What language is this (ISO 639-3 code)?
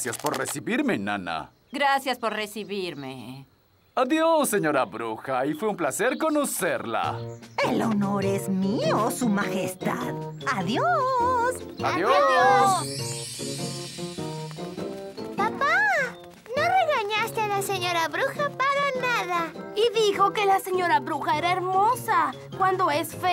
spa